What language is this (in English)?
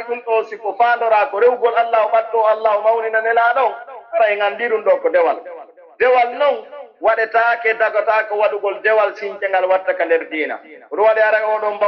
Pular